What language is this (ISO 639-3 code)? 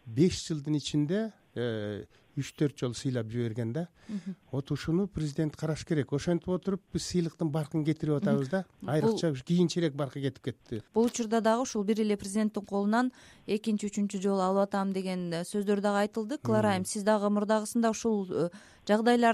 kir